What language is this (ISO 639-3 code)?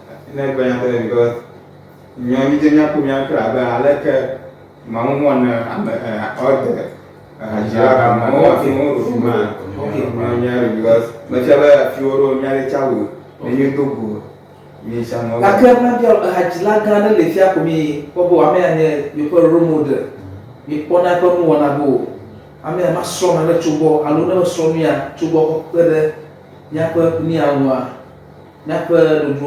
ewe